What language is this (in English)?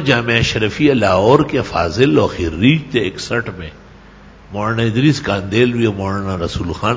Urdu